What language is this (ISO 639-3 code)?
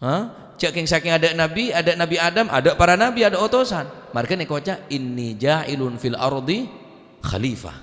mad